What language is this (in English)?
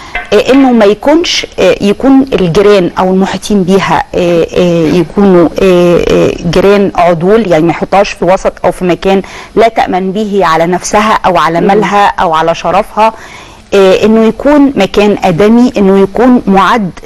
Egyptian Arabic